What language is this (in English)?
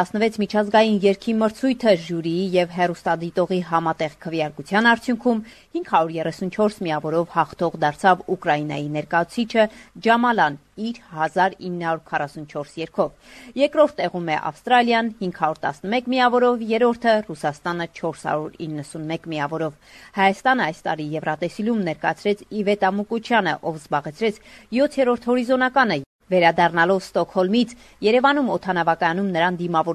Armenian